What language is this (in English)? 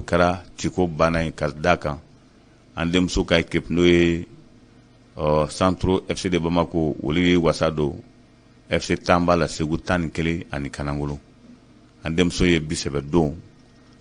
Bambara